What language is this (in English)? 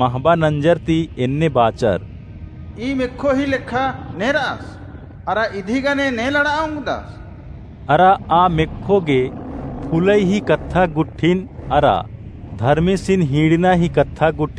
Kurukh